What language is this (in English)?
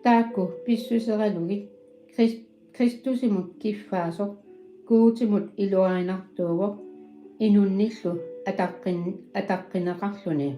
Kalaallisut